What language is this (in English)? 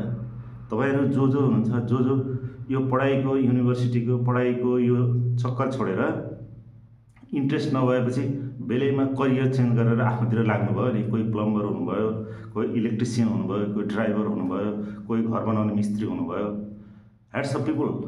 Nepali